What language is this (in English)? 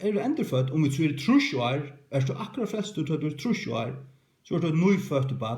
Faroese